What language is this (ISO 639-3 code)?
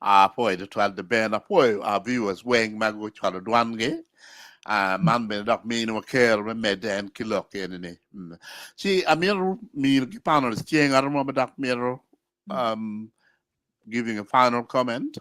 ach